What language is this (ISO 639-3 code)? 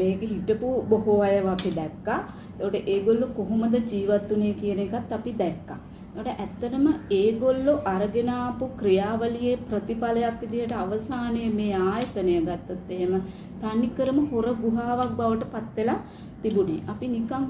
sin